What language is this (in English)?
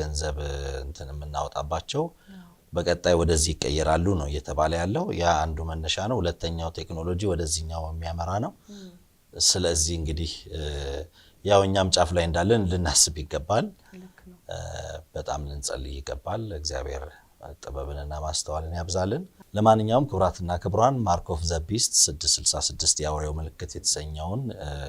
Amharic